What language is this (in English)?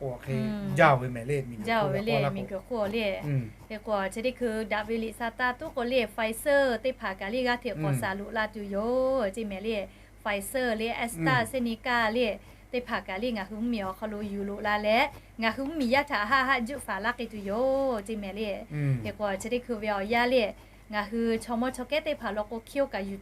Lahu